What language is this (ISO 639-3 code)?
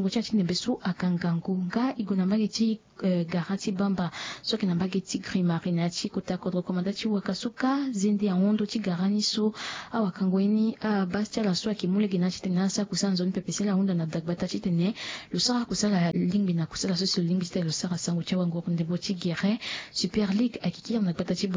sag